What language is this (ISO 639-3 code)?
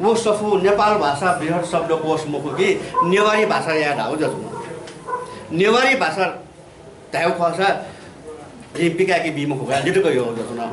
new